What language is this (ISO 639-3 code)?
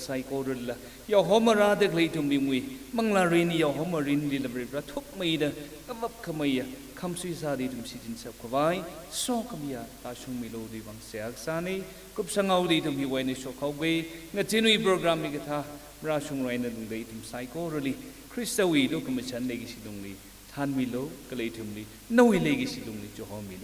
nmf